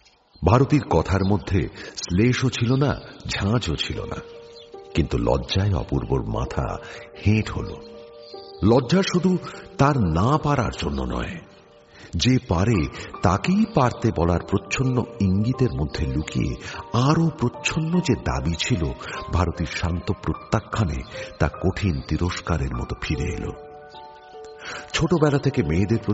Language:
Bangla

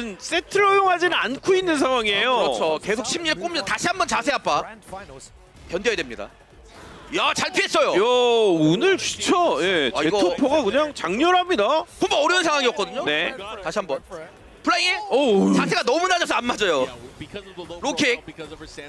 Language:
Korean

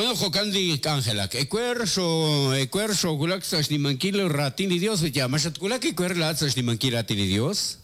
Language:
Kekchí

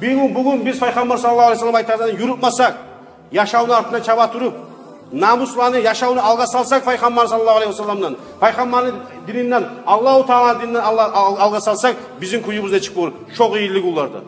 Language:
Kumyk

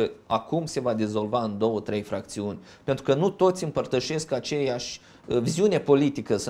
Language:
Romanian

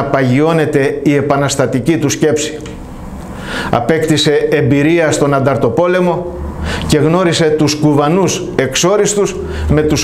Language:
Greek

